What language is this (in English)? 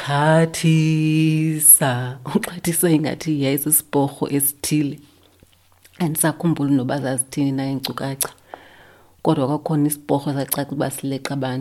Xhosa